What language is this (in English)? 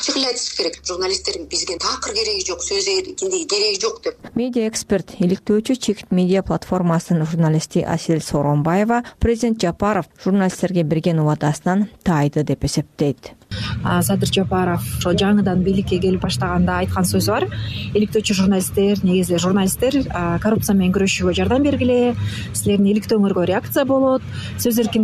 Kyrgyz